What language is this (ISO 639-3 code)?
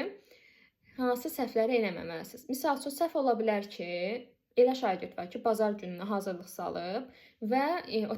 aze